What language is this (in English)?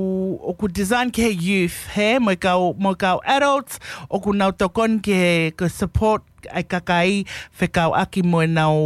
Tongan